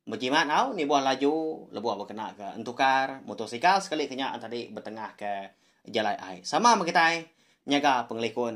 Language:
Iban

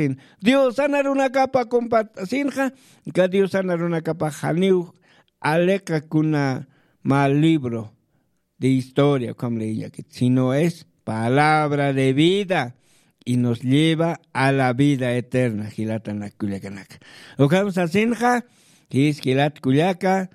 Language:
Aymara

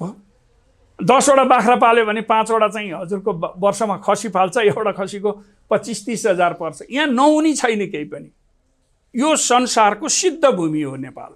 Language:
Nepali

